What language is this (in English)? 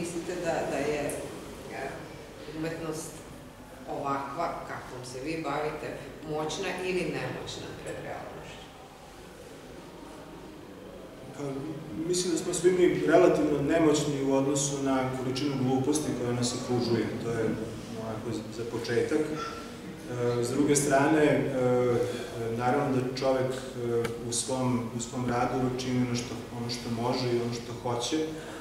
Serbian